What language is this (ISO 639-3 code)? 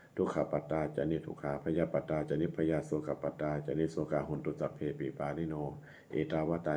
pli